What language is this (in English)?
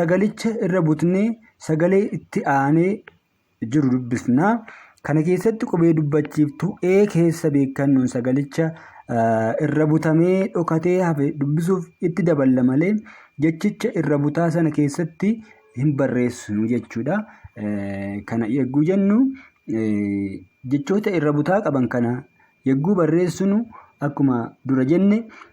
Oromo